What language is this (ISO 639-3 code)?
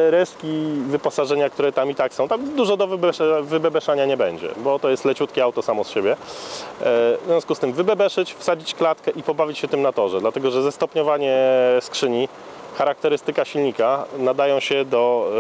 pol